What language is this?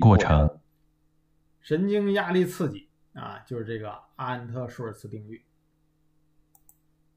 Chinese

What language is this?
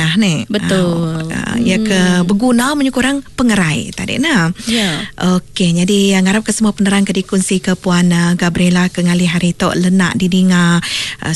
Iban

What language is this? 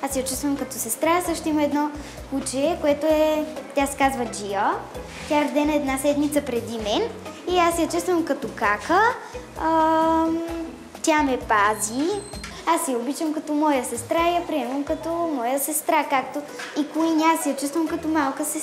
Bulgarian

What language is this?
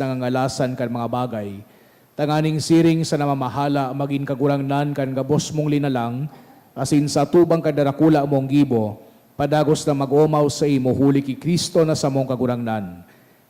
Bikol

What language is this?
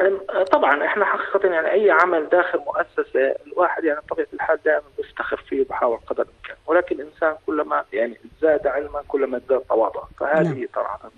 North Levantine Arabic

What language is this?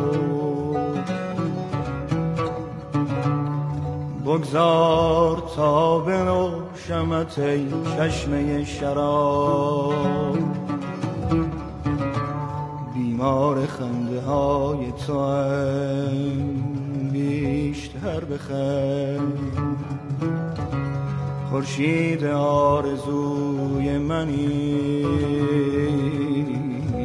Persian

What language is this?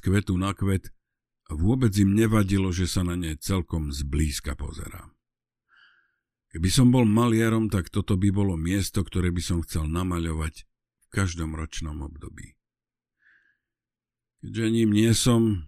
Slovak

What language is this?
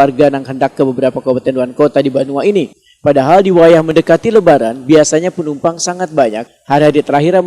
Banjar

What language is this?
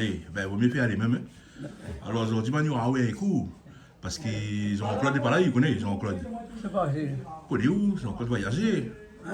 Réunion Creole French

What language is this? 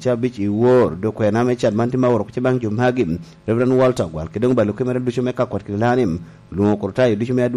Lango (Uganda)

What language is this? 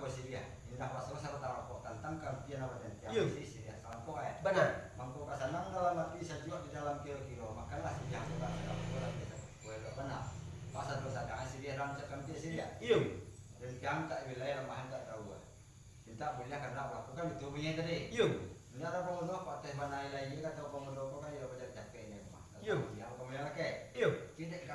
Minangkabau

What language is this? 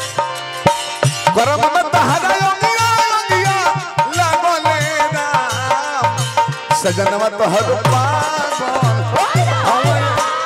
Bhojpuri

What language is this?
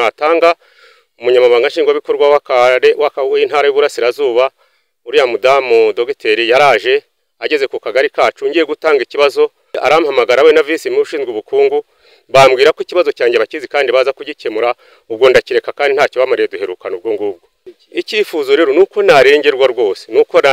Kinyarwanda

